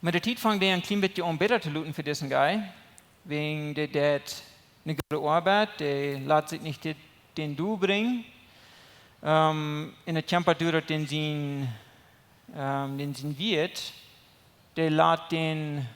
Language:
Plautdietsch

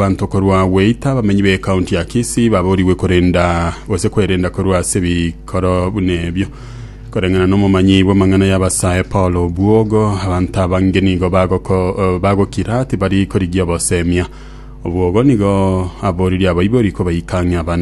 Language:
Gusii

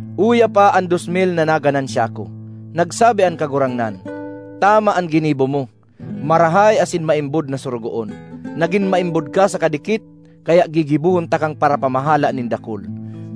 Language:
Bikol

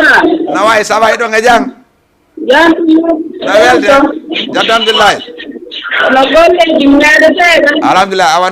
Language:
Fula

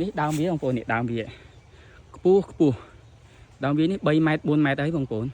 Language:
Khmer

